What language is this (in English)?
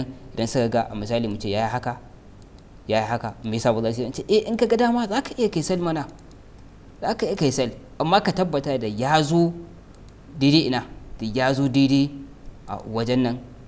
Hausa